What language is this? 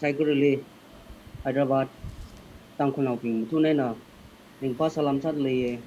Tangkhul Naga (India)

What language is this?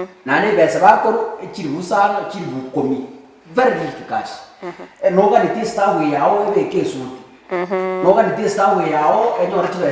Gusii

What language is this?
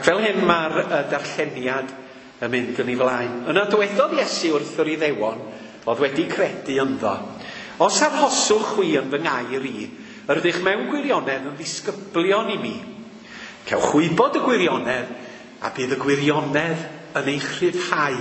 Welsh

